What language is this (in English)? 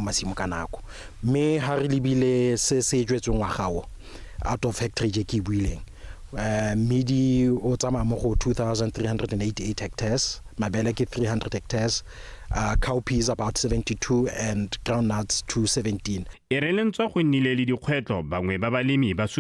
Tswana